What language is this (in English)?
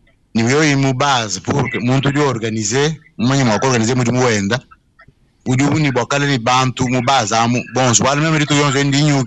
Luba-Lulua